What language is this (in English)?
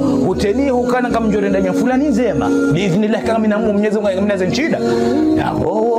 Ngazidja Comorian